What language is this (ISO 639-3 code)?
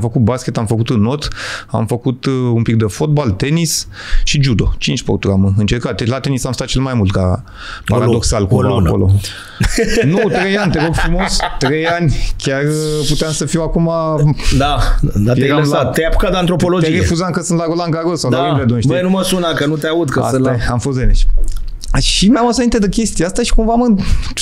ron